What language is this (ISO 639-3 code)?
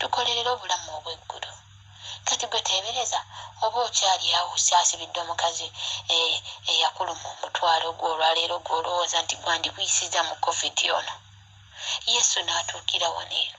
lug